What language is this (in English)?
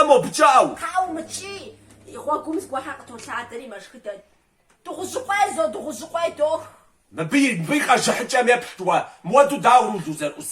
Kabardian